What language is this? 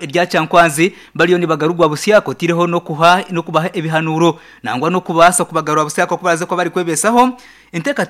Nyankole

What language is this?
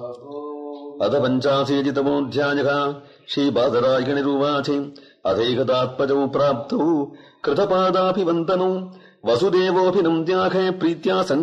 Sanskrit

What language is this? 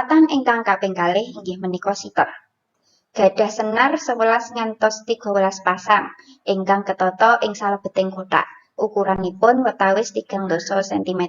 Javanese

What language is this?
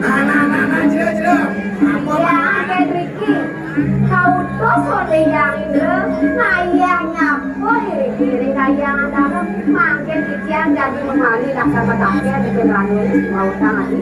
Balinese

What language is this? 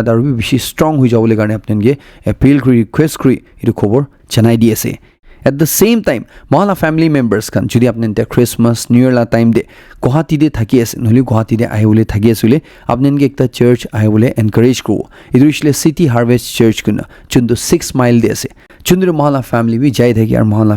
Naga Pidgin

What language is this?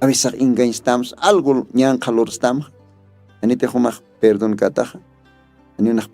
Aymara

